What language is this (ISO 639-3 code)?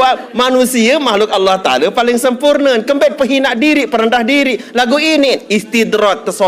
sas